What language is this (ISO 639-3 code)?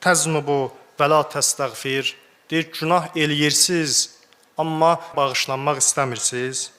aze